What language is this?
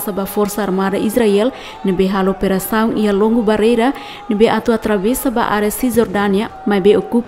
Tetum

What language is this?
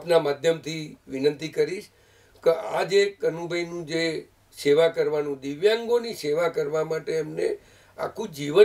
Gujarati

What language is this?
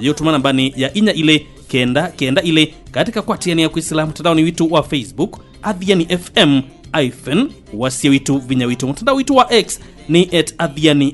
Kamba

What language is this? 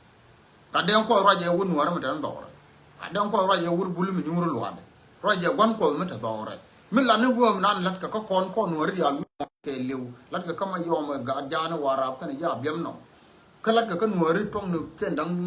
Nuer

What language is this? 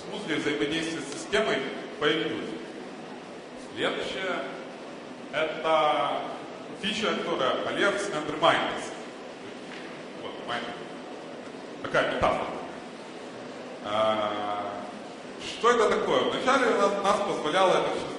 Russian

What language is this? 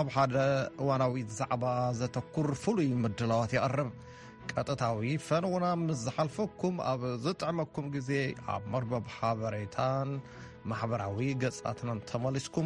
Tigrinya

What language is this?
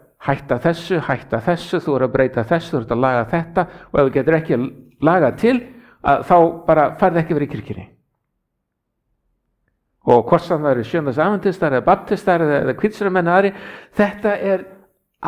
Icelandic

